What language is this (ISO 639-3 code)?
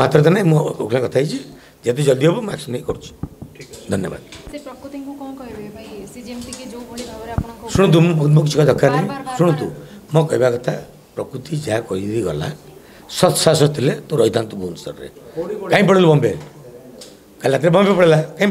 ori